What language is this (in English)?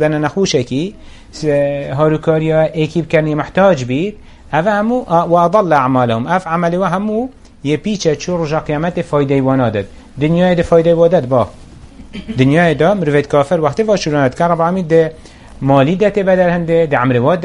Kurdish